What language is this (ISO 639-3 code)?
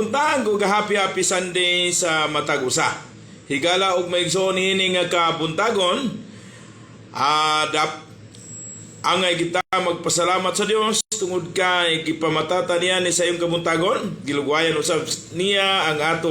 ceb